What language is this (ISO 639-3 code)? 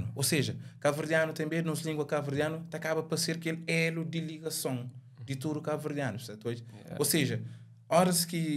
kea